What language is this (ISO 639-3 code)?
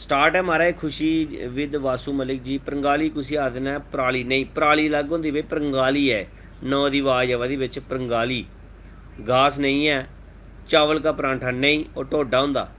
doi